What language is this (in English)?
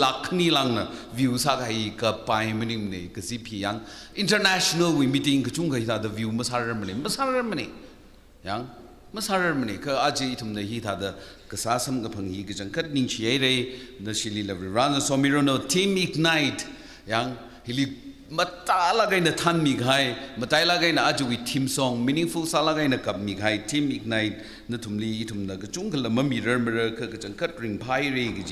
Tangkhul Naga (India)